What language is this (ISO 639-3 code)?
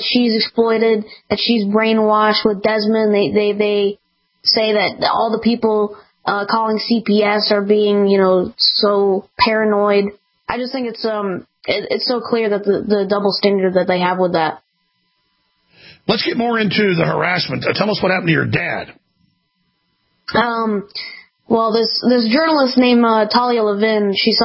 eng